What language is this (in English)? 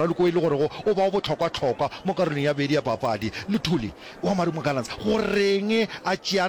Northern Sotho